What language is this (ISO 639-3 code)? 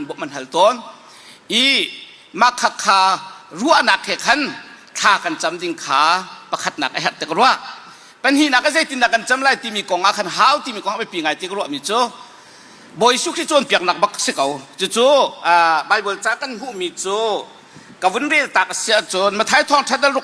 cnh